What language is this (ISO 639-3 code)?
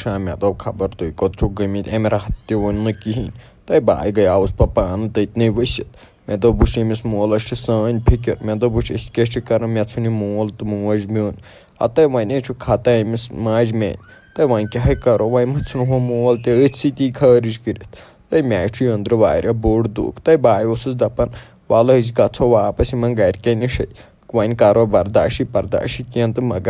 kas